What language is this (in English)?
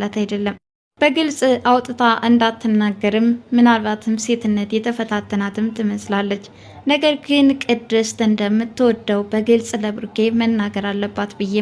Amharic